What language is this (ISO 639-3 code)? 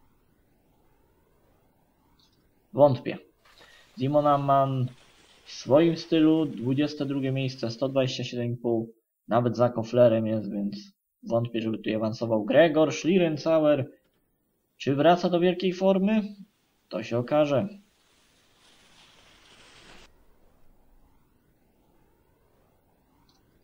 pol